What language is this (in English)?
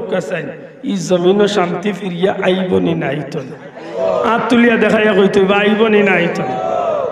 Sylheti